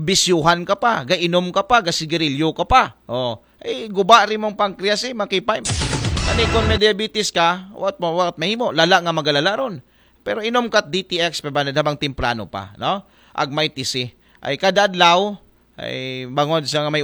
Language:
Aklanon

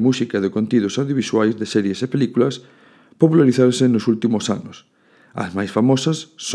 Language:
Galician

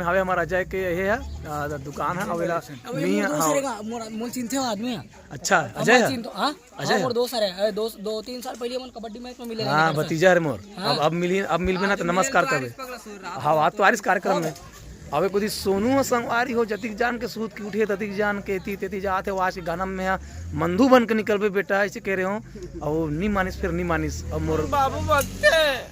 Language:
Chhattisgarhi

